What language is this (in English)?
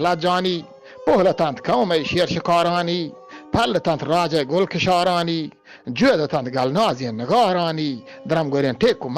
Eastern Balochi